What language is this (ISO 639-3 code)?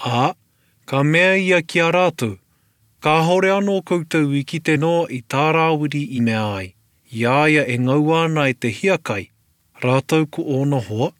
mri